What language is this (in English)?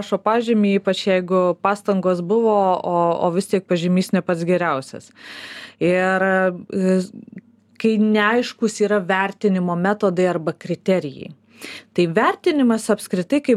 Lithuanian